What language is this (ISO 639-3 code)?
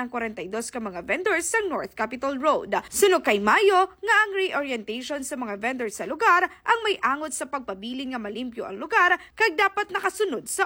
hil